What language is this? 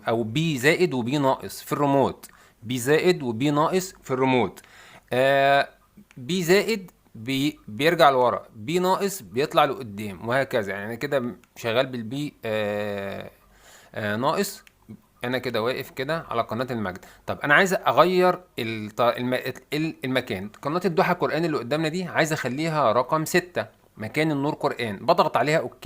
Egyptian Arabic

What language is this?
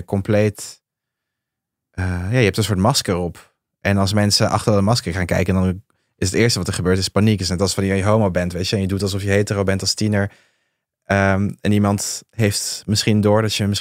Dutch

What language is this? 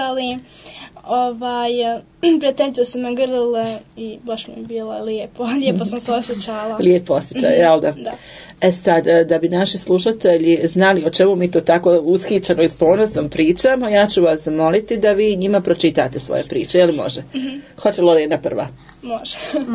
Croatian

